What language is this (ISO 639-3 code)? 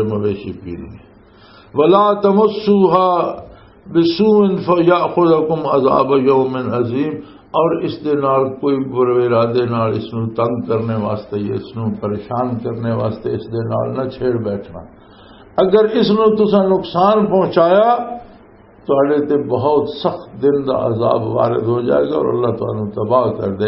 lah